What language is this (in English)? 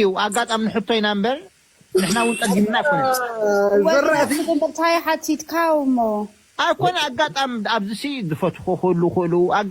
Tigrinya